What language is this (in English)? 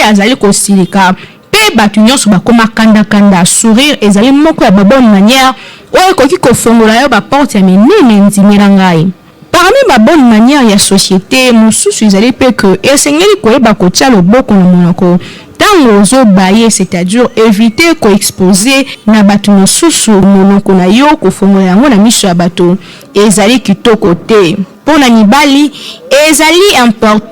Lingala